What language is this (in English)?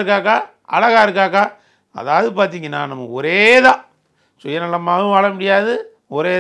Tamil